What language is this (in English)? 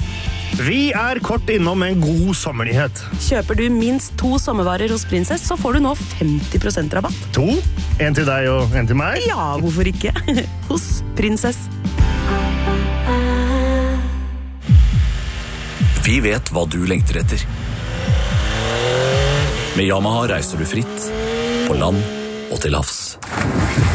Norwegian